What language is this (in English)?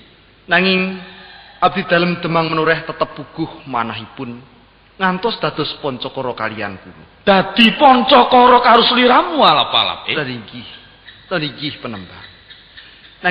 Javanese